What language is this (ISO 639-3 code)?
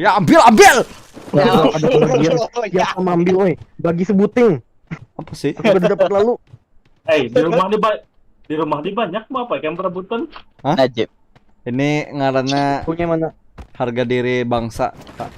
bjn